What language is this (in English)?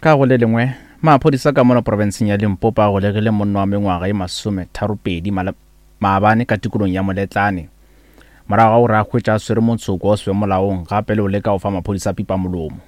Northern Sotho